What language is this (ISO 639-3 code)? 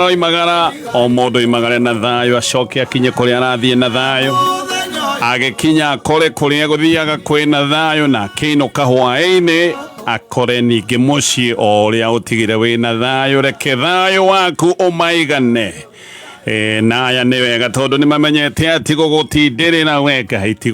kik